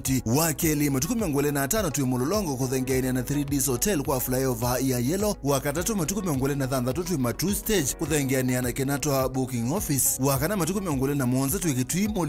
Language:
Kamba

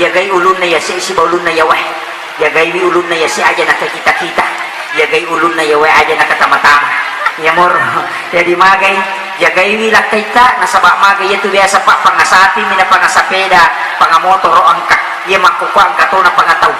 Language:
Buginese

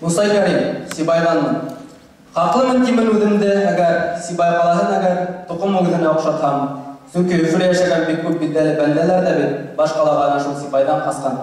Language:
Bashkir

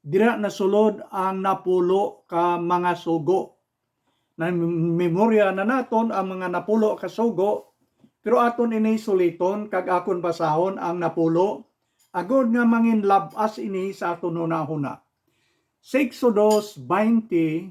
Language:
Hiligaynon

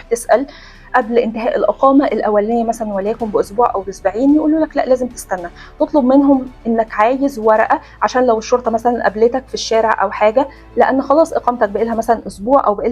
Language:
Egyptian Arabic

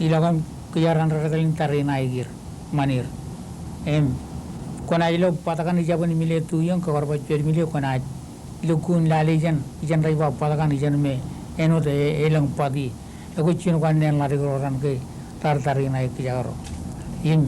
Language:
Marshallese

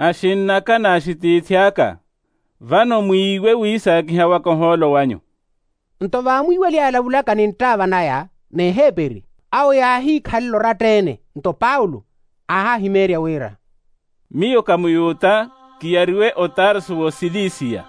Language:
Makhuwa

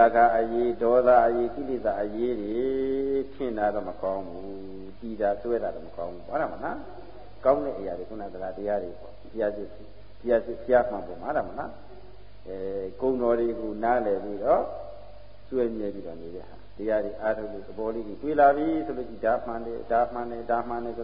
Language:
Burmese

